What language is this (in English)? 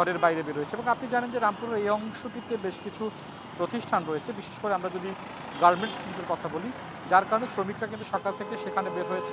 Bangla